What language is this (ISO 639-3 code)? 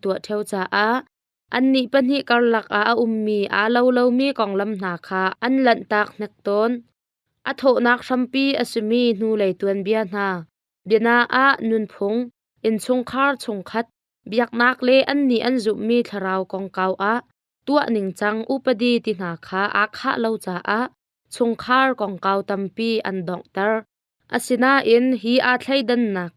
cnh